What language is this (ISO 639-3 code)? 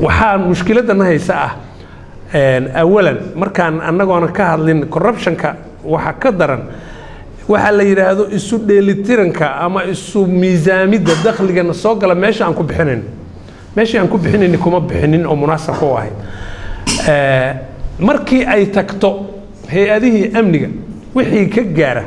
som